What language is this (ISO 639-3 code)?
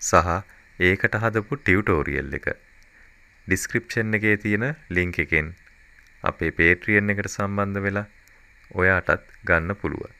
sin